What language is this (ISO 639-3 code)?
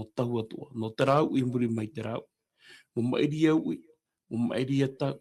tah